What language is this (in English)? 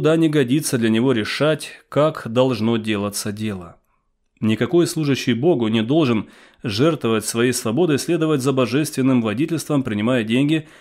Russian